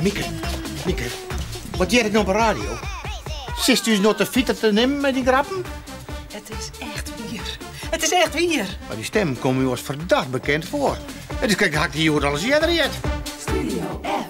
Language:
Western Frisian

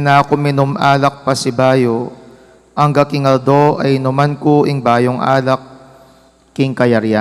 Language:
Pampanga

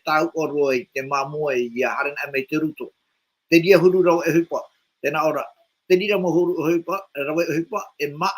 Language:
Tahitian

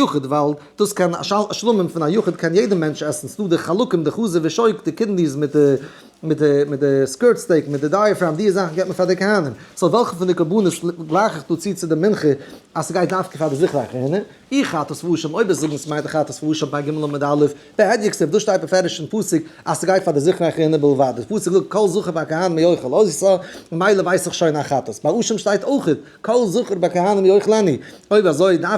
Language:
Yiddish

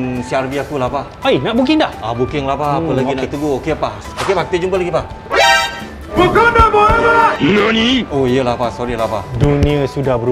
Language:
Malay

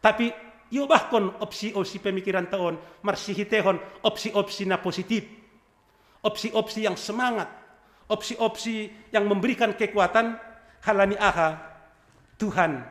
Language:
Batak Simalungun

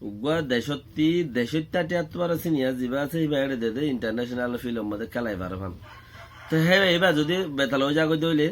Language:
Rohingya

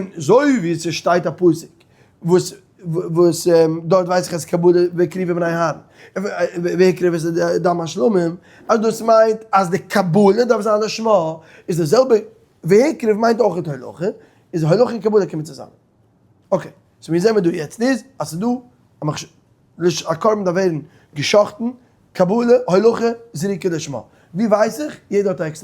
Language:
Yiddish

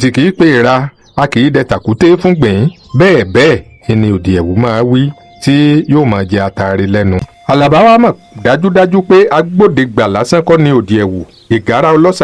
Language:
Yoruba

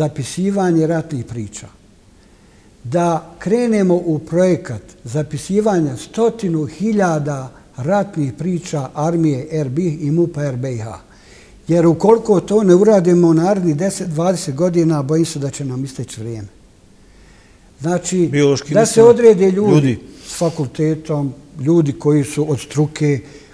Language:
Bosnian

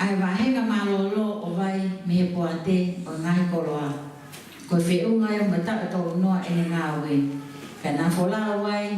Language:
Tongan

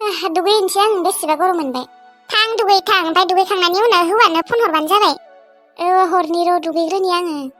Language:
Bodo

